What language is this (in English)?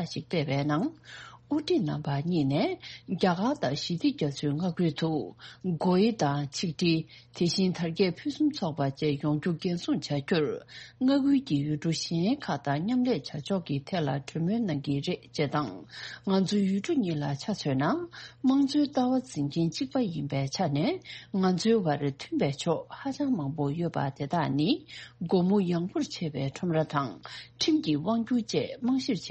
Tibetan